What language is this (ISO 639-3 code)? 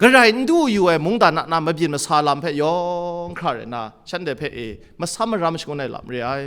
kac